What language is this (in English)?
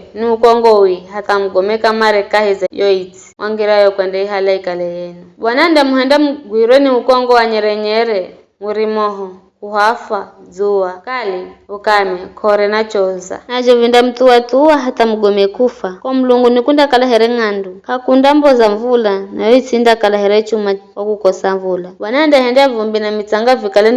Giryama